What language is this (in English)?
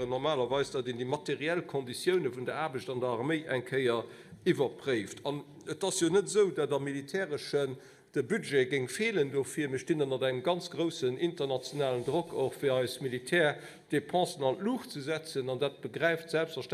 Luxembourgish